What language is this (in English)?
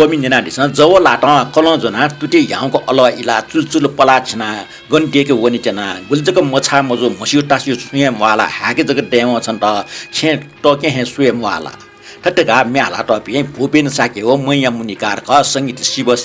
Newari